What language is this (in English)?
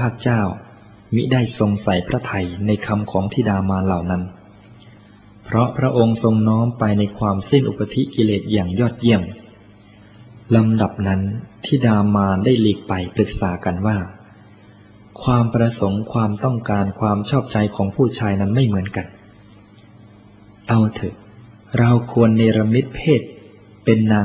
Thai